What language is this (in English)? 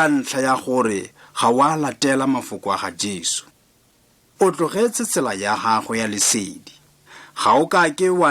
Tswana